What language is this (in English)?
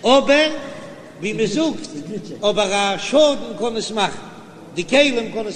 Yiddish